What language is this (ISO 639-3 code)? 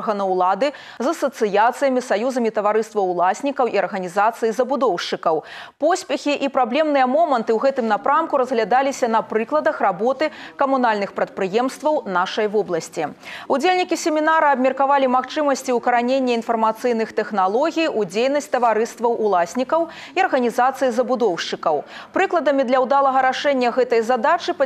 bel